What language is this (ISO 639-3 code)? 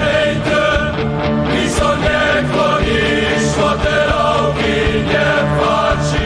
hsb